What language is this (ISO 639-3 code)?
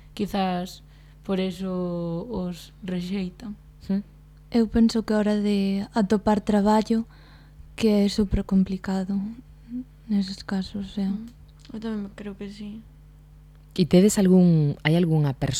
glg